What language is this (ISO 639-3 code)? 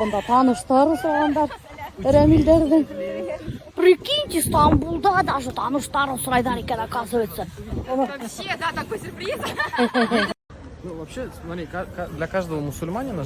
bak